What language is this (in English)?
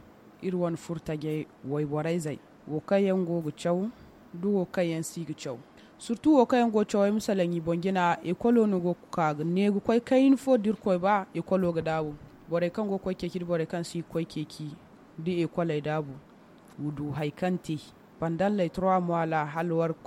Zarma